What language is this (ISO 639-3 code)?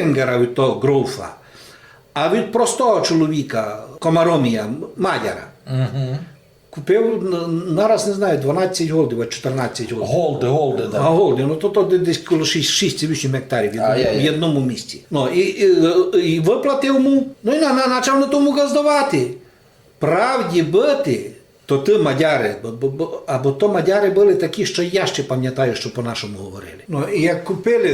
rue